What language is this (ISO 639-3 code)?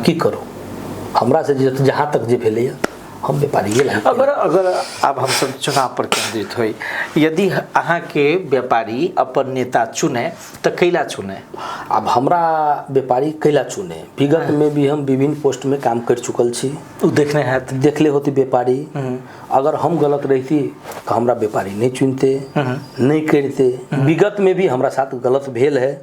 mai